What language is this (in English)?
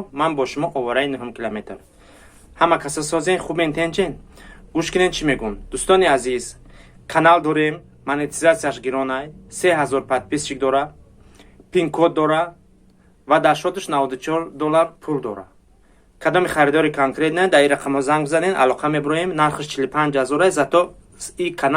Tajik